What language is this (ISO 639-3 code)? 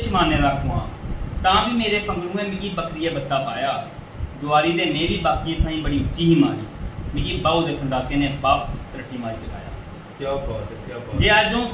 doi